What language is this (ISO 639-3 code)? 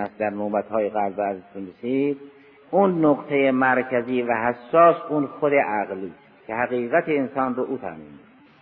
fas